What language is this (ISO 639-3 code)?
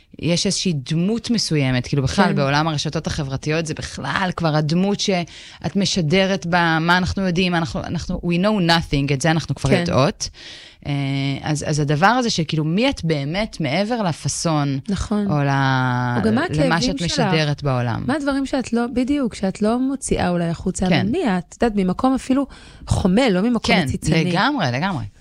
heb